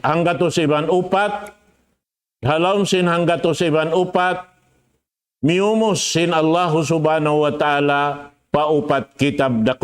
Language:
Tausug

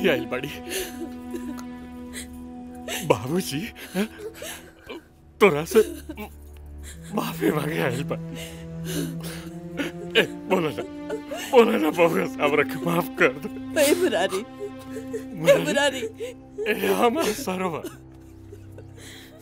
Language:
Bhojpuri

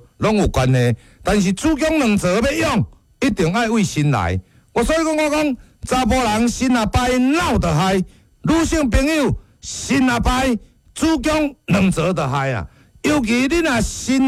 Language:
Min Nan Chinese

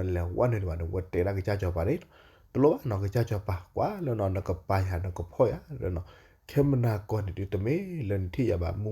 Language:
S'gaw Karen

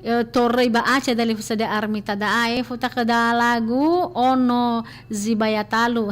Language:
Nias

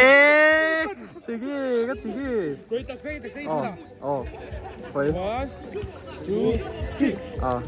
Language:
Mizo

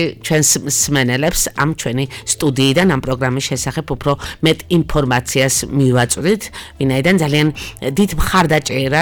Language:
Georgian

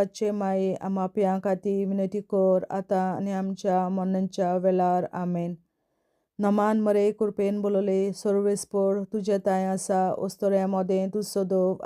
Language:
Konkani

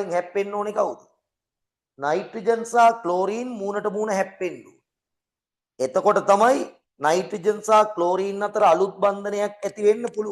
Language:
Sinhala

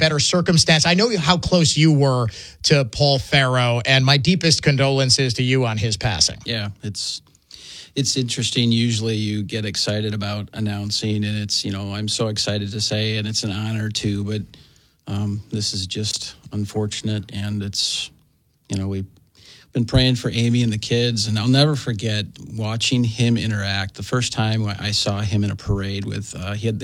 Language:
English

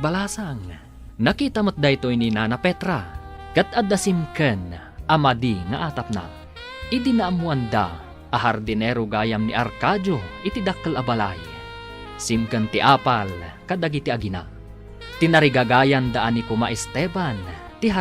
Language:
Iloko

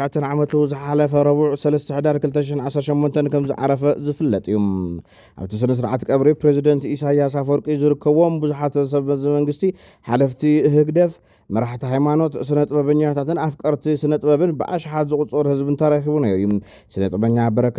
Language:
Tigrinya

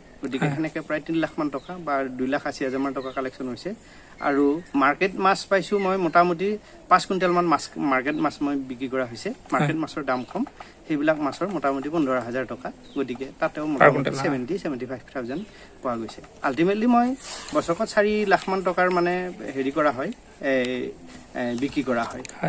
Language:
Assamese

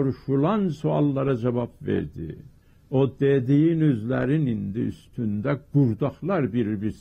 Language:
South Azerbaijani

